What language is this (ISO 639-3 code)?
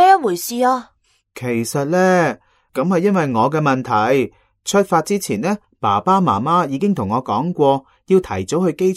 yue